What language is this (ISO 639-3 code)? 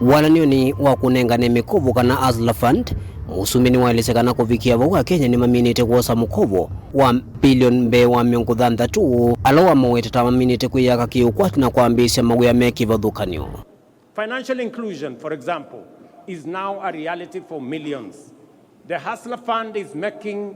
kam